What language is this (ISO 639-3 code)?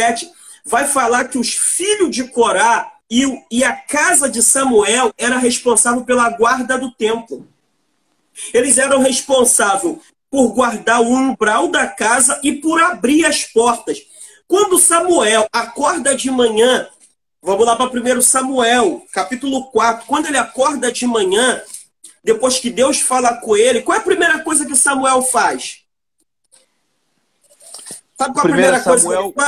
por